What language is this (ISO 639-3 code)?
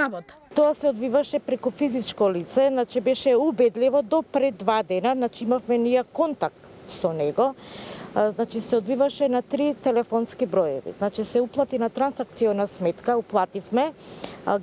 mkd